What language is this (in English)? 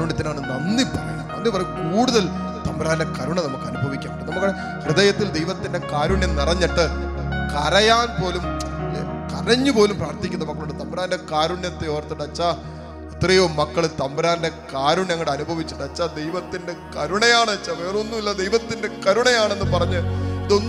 Malayalam